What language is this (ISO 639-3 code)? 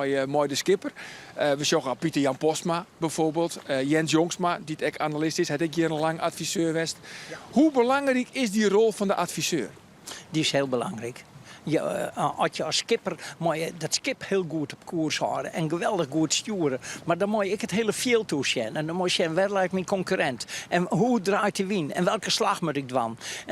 fry